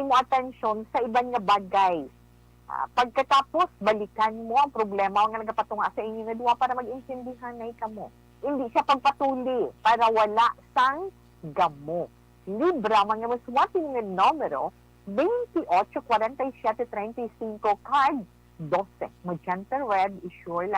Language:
Hiligaynon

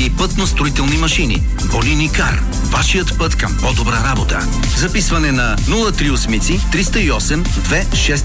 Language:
Bulgarian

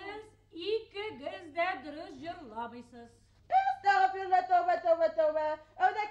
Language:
Bashkir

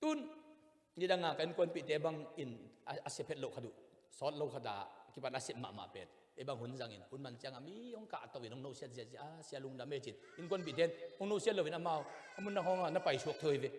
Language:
Tedim Chin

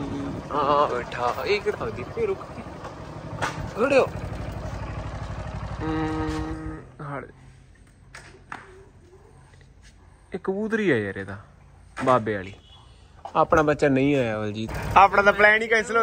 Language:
Punjabi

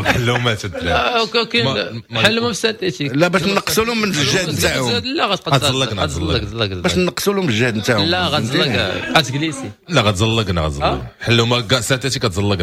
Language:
Moroccan Arabic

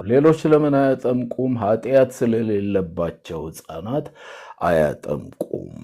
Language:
Amharic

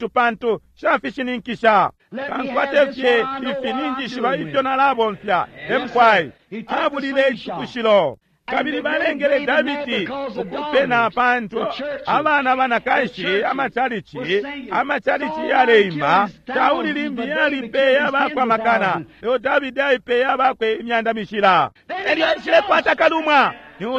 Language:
Bemba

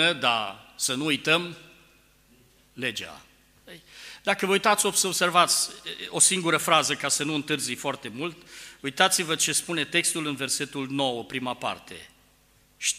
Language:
Romanian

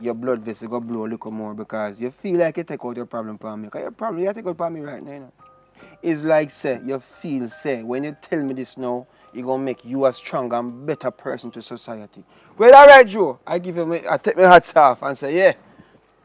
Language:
Jamaican Creole English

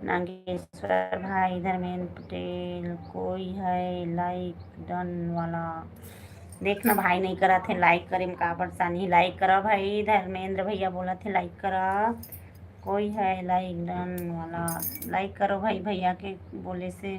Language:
Chhattisgarhi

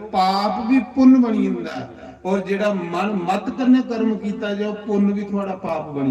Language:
Dogri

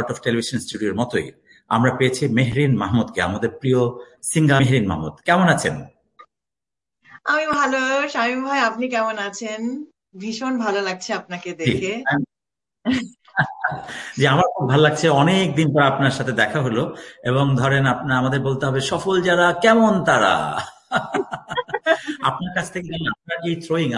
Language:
Bangla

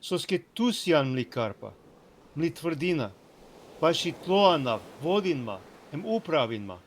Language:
Balkan Romani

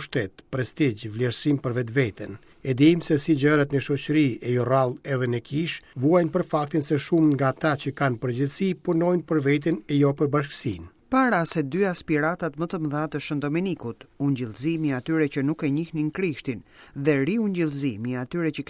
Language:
Albanian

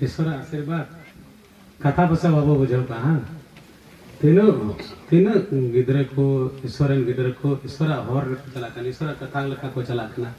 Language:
Santali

